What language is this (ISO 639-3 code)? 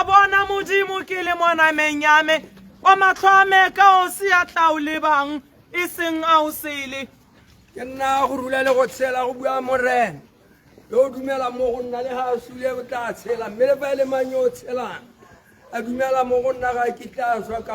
tsn